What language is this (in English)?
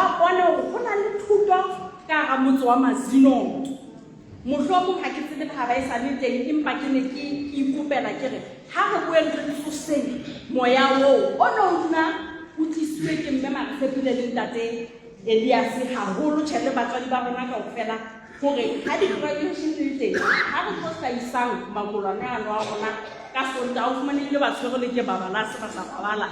Southern Sotho